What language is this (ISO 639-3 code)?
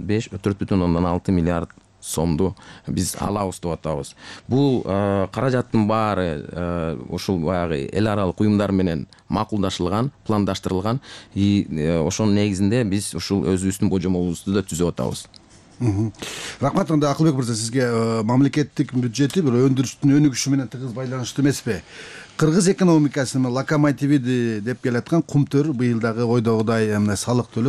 kir